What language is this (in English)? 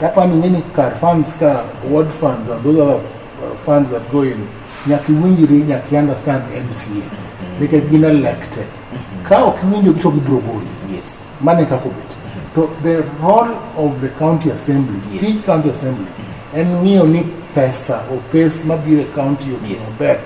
Luo (Kenya and Tanzania)